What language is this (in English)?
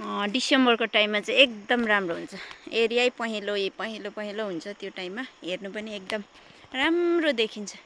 Nepali